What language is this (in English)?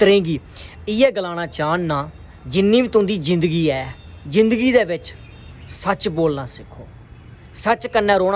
Dogri